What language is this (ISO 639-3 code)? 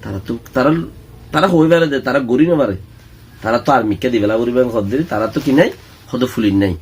rhg